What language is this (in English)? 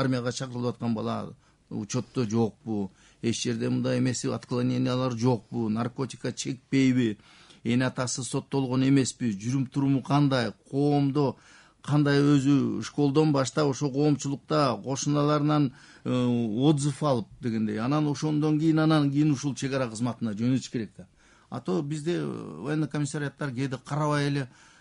Kyrgyz